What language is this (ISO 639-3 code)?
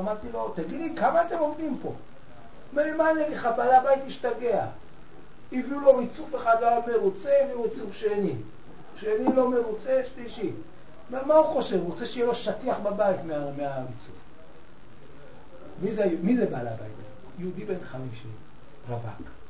heb